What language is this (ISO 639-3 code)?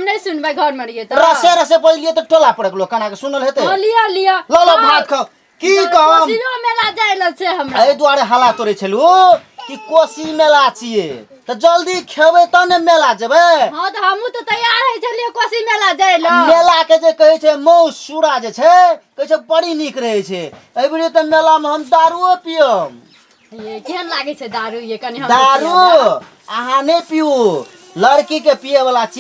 mai